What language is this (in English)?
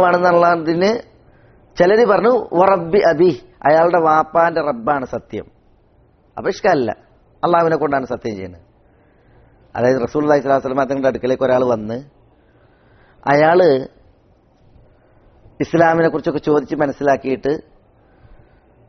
Malayalam